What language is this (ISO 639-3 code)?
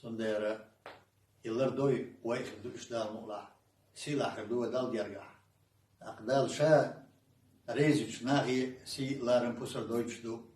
che